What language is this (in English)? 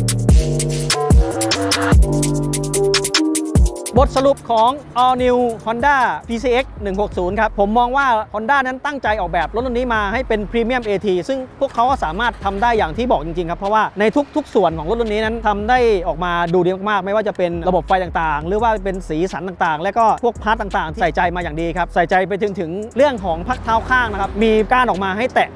Thai